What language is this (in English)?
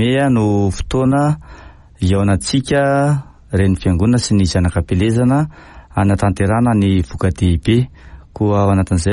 Malagasy